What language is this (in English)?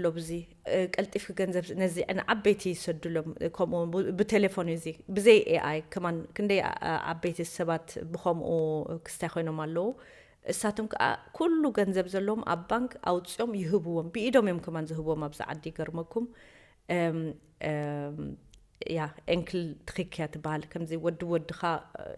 Tigrinya